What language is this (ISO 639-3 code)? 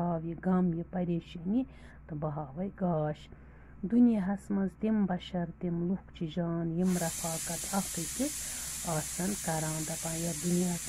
kas